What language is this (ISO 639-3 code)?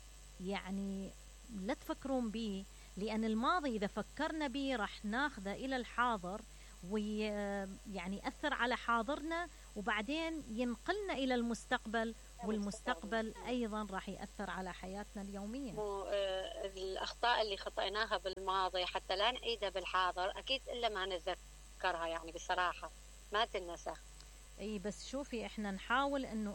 acm